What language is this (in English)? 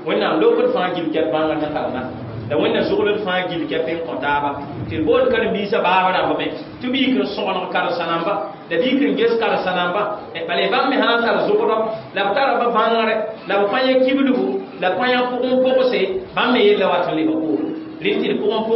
Mossi